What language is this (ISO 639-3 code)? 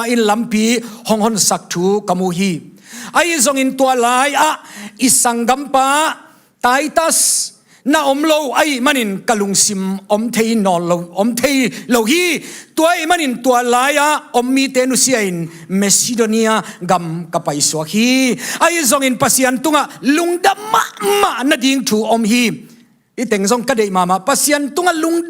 ctd